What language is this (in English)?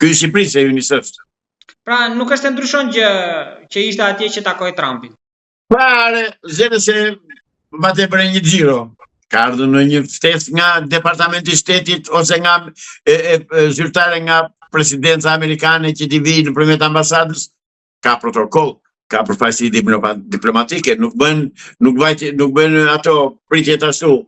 Albanian